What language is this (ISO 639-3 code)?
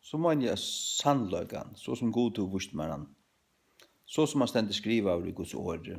fao